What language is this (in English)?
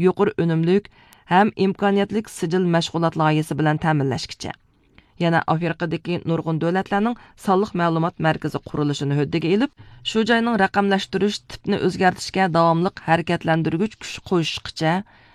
Uyghur